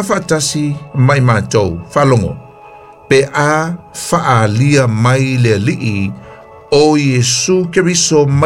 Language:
Samoan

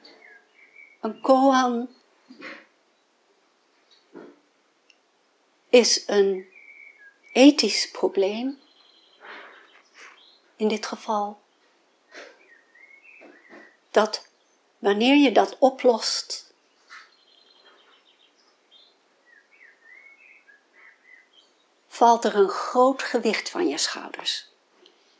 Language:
Dutch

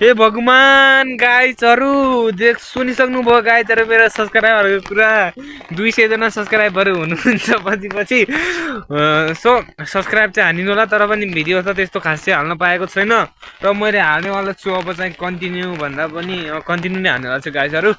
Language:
Nepali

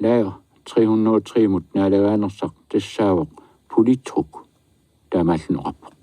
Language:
Kalaallisut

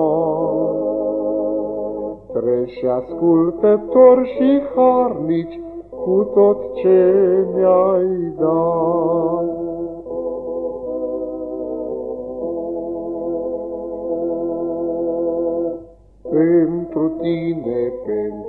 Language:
Romanian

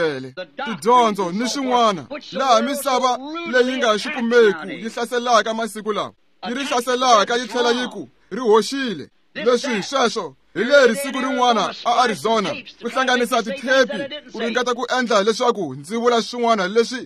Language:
Tsonga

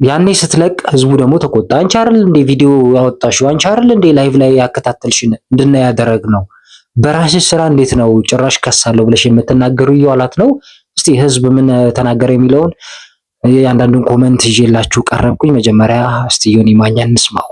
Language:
Amharic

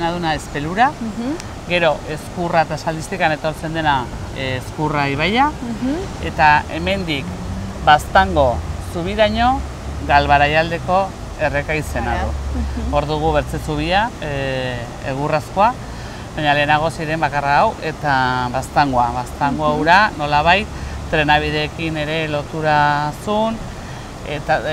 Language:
Basque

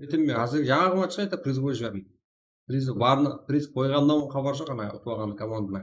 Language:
Kara-Kalpak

